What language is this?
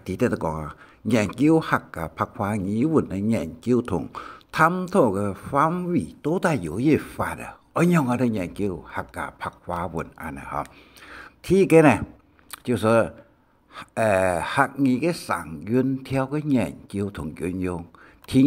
Hakka Chinese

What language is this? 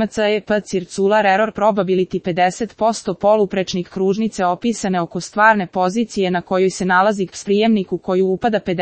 Serbian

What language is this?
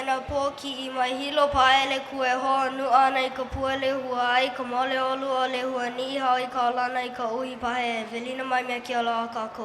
Hawaiian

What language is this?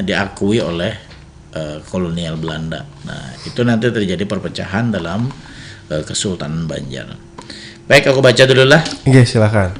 Banjar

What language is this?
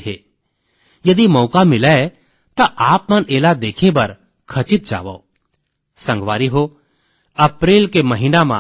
Chhattisgarhi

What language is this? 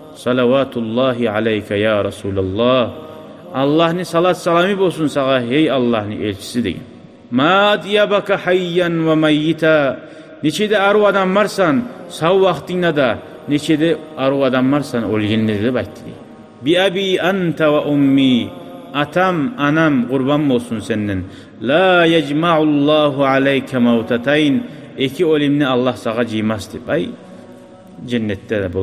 Kumyk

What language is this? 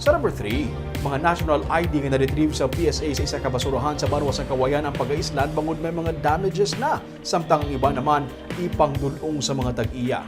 Hiligaynon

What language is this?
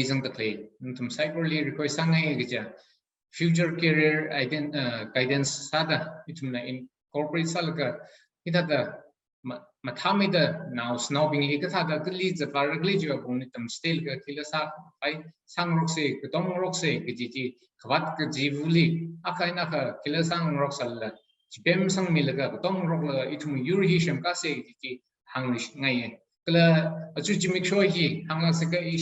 Tangkhul Naga (India)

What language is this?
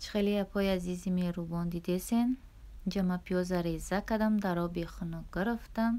Tajik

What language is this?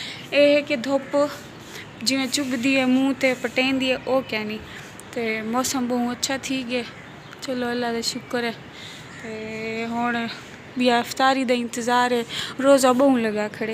Saraiki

